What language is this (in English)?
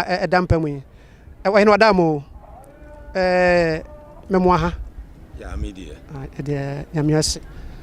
Akan